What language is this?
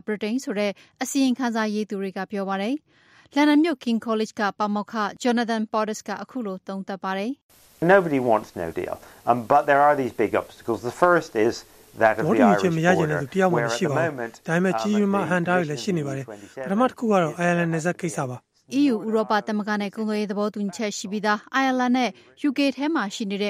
Burmese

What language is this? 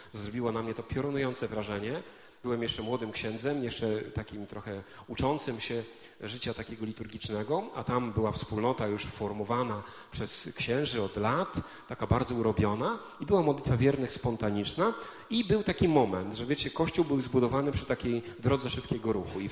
Polish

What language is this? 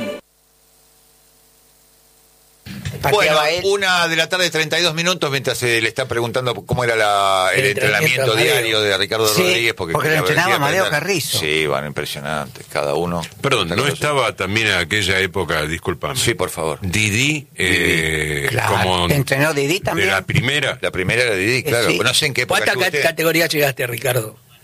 Spanish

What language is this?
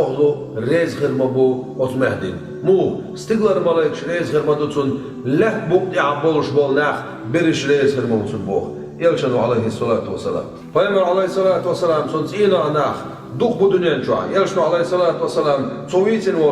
Chechen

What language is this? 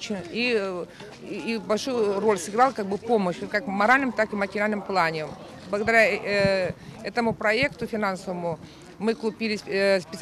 Crimean Tatar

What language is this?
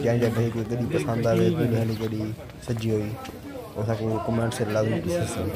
Saraiki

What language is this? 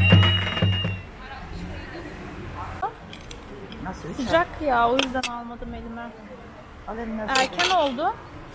Turkish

